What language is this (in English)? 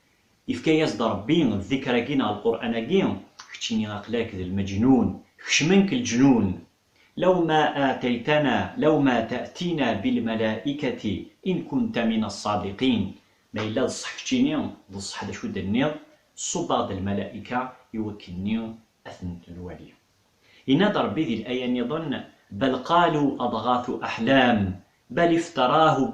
Kabyle